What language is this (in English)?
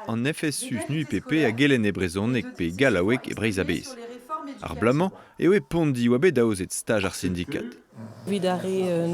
Breton